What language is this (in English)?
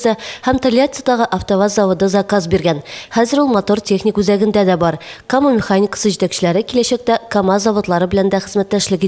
Tatar